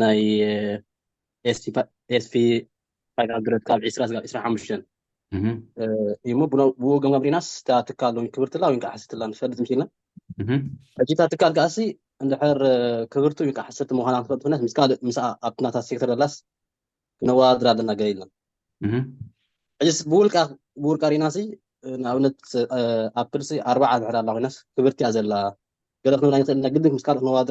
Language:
Tigrinya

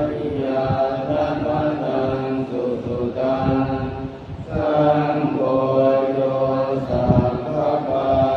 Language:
Pali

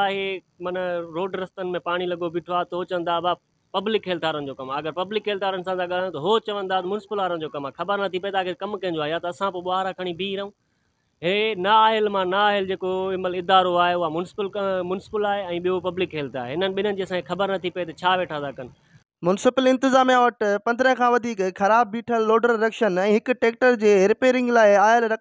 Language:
Sindhi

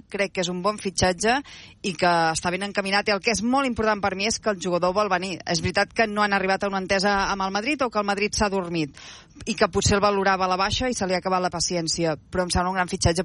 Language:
Catalan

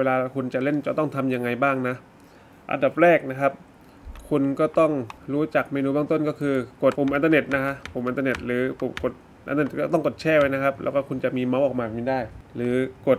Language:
Thai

